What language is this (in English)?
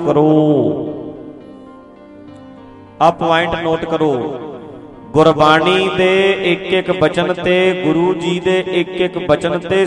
Punjabi